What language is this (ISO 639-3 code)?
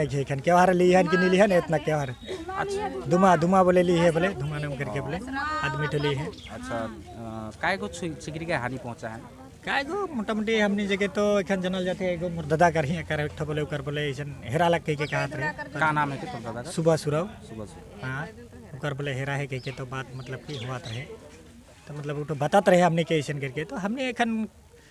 sck